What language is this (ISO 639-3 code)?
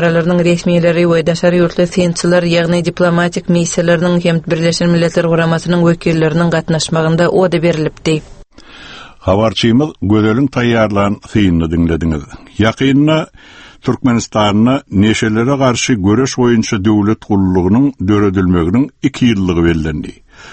tuk